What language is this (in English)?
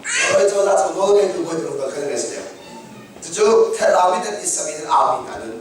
Hakha Chin